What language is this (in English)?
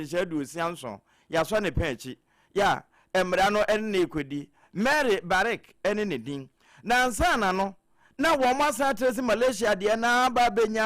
Akan